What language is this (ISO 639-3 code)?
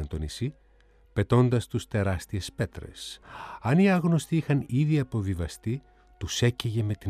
ell